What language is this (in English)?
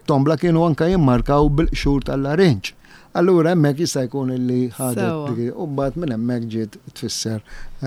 Maltese